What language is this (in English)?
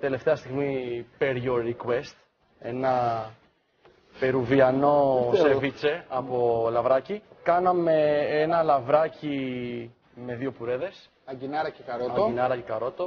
Greek